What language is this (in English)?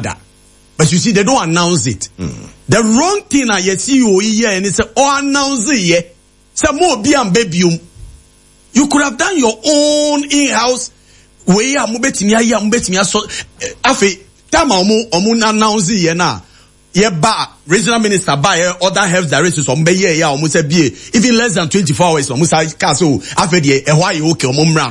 Akan